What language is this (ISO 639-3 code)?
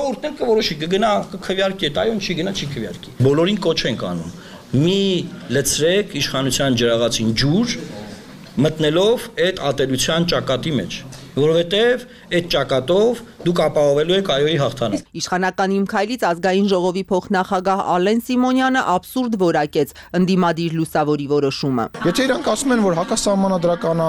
hye